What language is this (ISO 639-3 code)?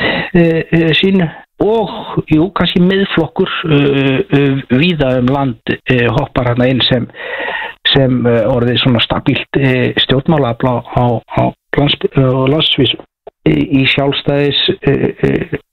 isl